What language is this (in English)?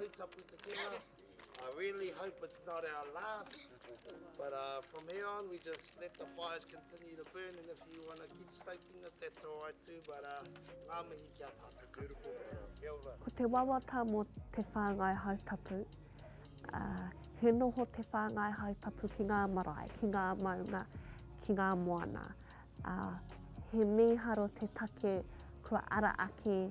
Māori